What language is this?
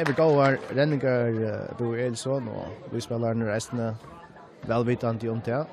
Faroese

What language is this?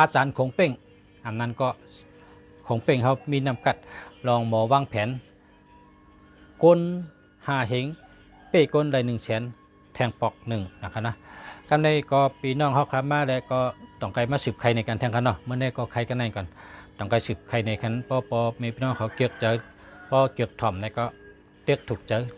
Shan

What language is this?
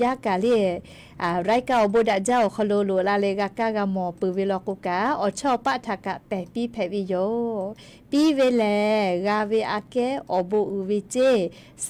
Lahu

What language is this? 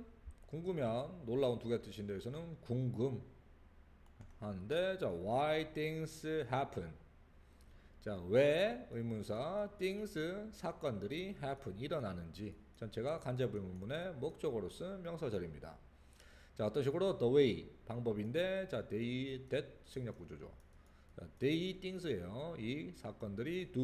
Korean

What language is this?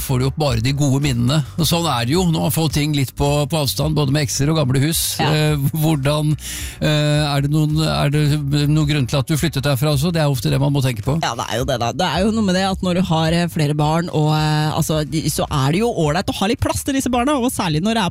Norwegian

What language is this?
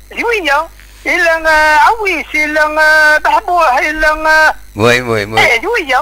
Kabyle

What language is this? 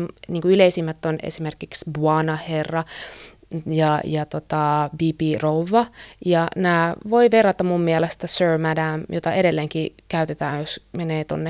Finnish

